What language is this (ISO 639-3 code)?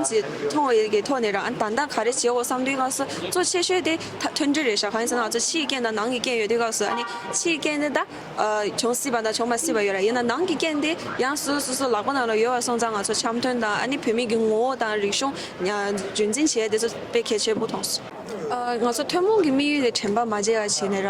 bod